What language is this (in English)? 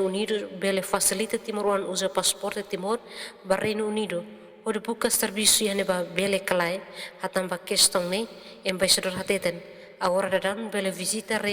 Tetum